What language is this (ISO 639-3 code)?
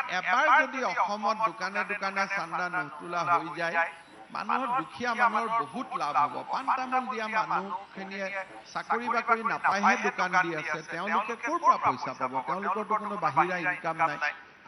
asm